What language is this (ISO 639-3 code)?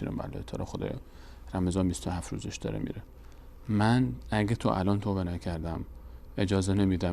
fas